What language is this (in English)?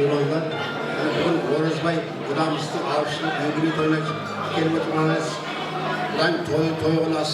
Kara-Kalpak